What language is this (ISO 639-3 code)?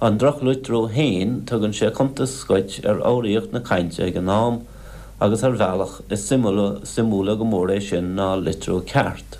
gle